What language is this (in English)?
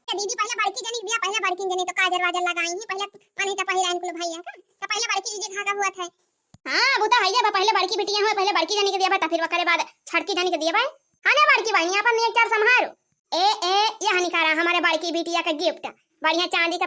Awadhi